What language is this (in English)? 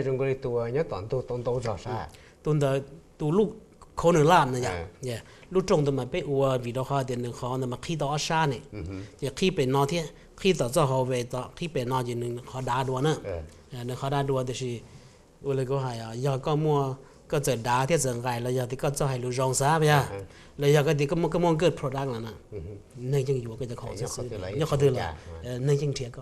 Hmong